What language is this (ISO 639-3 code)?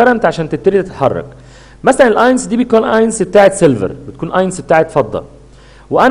arz